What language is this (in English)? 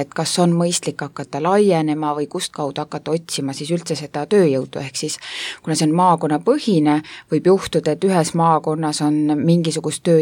Estonian